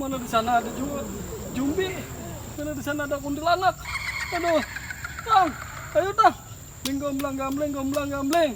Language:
Banjar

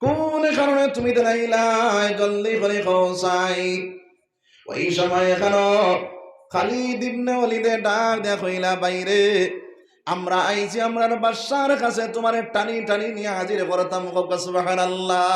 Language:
Sylheti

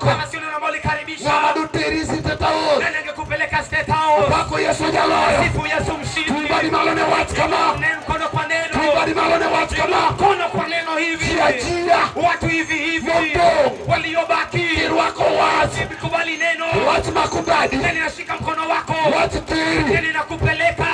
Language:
Luo (Kenya and Tanzania)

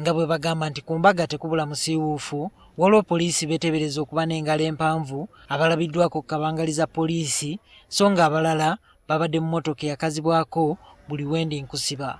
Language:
Ganda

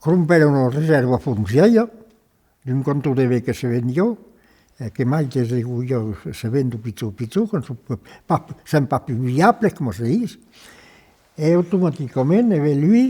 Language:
Occitan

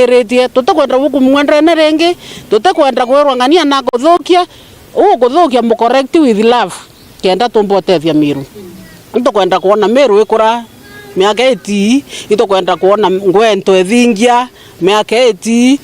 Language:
Meru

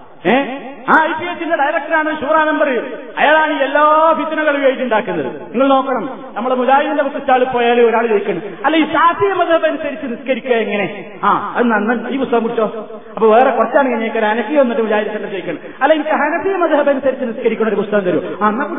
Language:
Malayalam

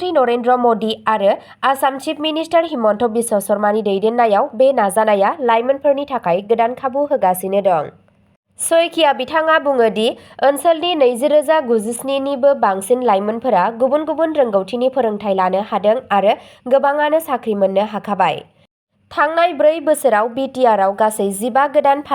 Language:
Bodo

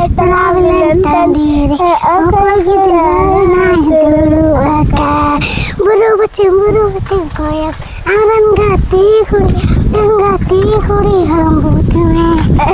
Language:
Santali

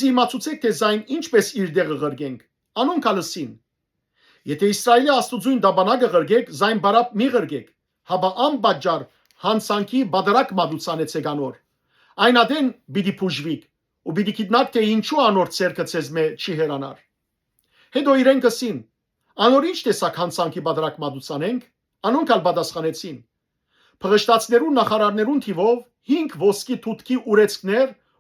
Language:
Western Armenian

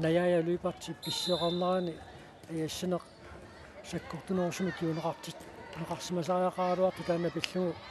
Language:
Kalaallisut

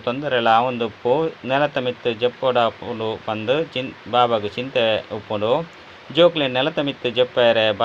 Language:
Tulu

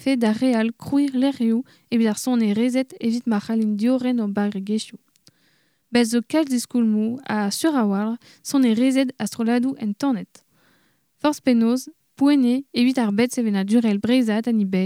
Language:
Breton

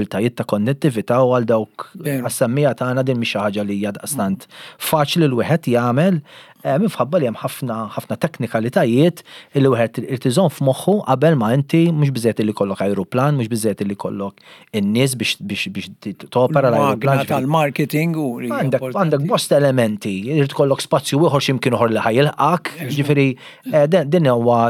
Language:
Maltese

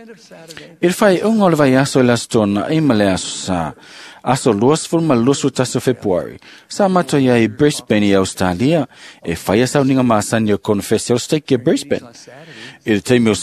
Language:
Samoan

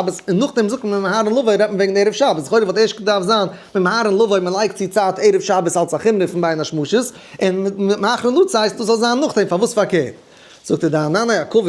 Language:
Yiddish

